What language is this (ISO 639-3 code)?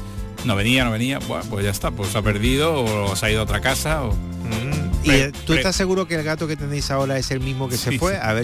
spa